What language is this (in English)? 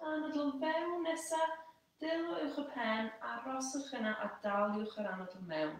Welsh